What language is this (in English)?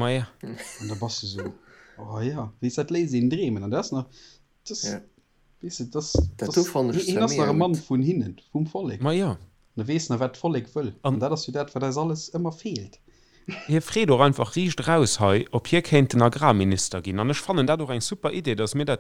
Luxembourgish